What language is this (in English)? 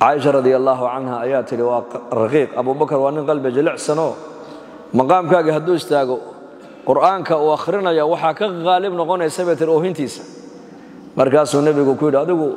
Somali